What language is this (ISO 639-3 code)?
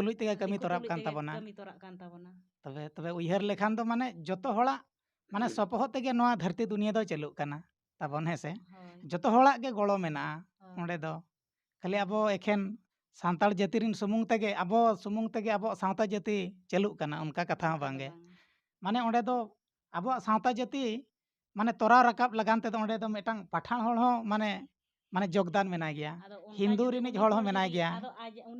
sat